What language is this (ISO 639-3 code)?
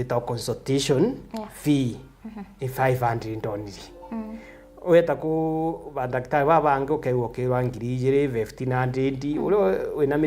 mer